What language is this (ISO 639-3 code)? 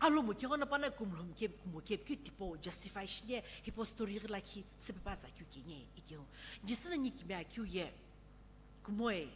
nsm